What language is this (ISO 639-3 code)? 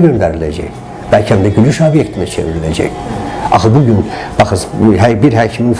aze